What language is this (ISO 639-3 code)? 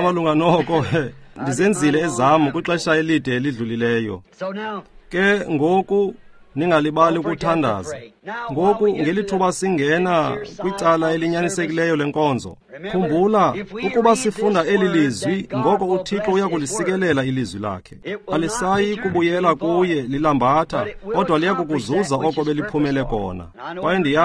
xho